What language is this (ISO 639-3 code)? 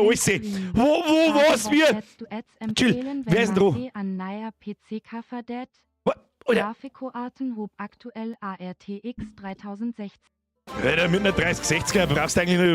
bar